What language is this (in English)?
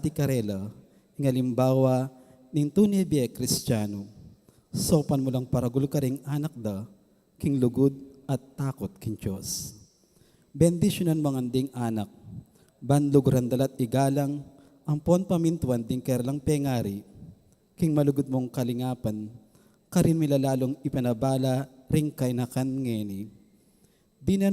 Pampanga